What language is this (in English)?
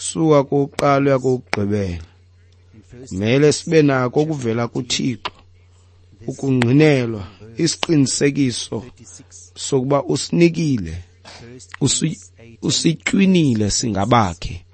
Xhosa